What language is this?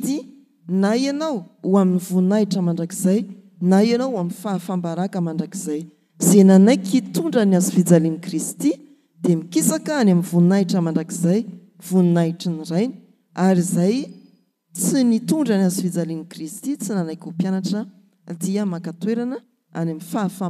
Malagasy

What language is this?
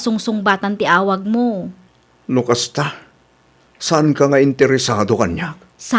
Iloko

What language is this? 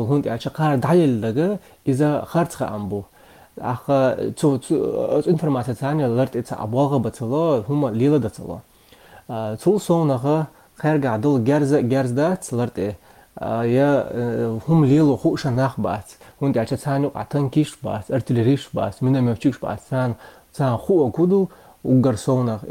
Chechen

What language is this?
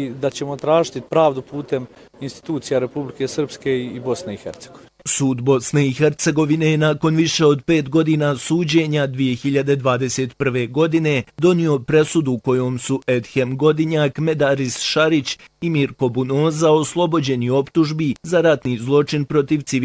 Bosnian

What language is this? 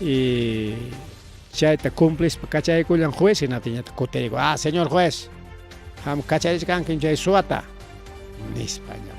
Ayacucho Quechua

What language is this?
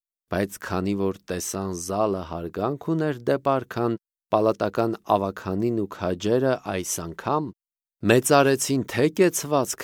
Armenian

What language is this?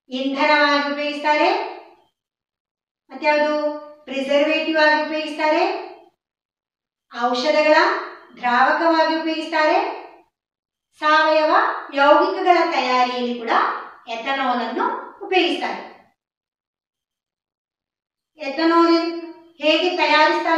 Kannada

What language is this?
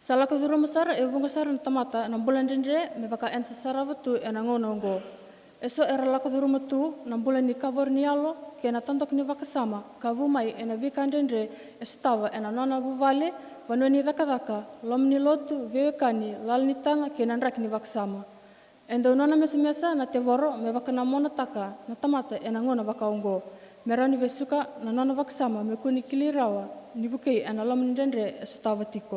Fijian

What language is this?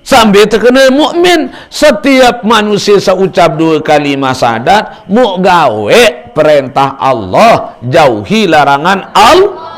Sasak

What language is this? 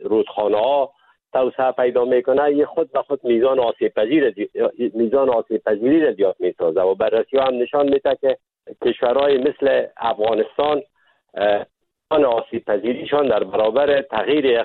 Persian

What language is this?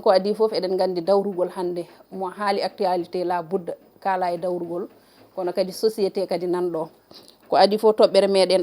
Fula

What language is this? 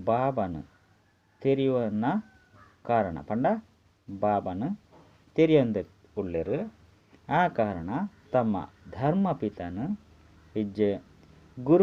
Tulu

